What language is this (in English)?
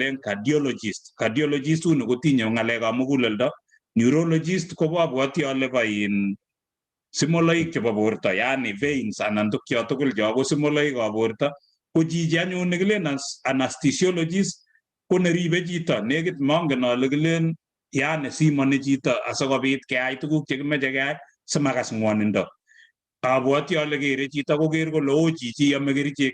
Kalenjin